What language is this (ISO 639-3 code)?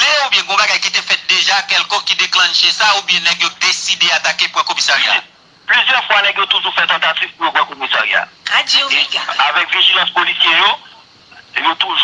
hat